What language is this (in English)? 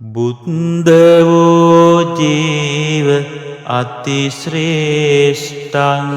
Sinhala